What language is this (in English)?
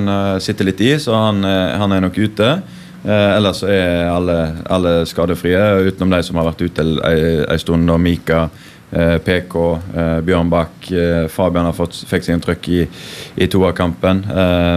Norwegian